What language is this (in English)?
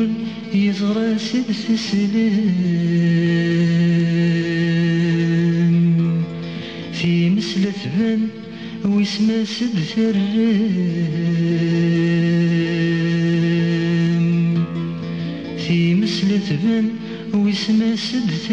Kabyle